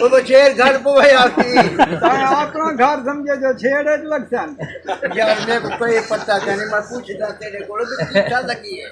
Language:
Saraiki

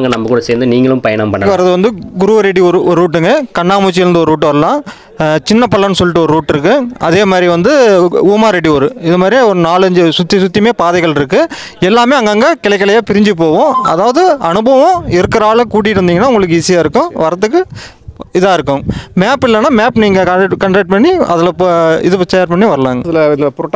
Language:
Tamil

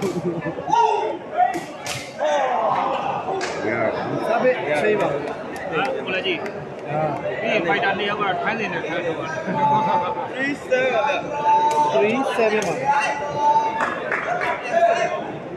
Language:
Burmese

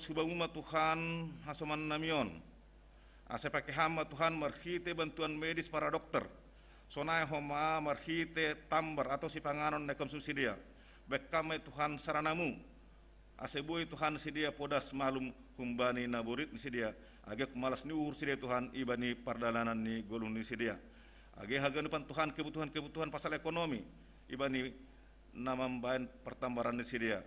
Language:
Batak Simalungun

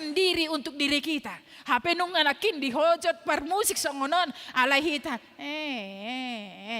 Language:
Batak Toba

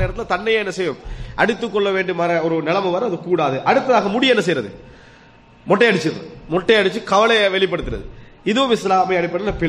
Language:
Tamil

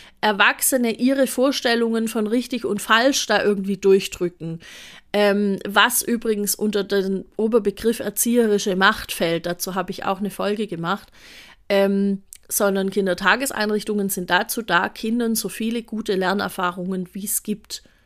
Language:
German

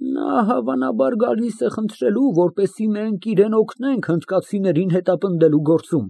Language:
Armenian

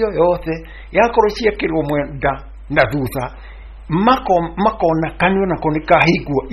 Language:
Kikuyu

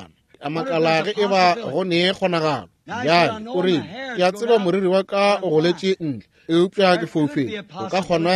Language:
Northern Sotho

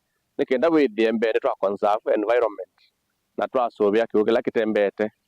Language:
Kamba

